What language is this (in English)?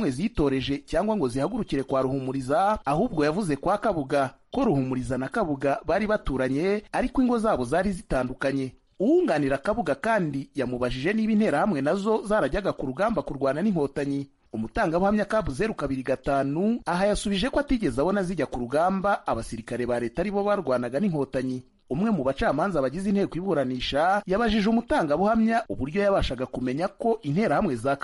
Kinyarwanda